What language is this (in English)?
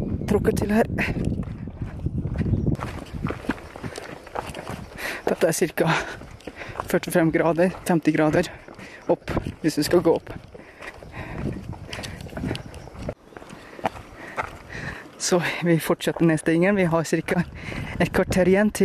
Norwegian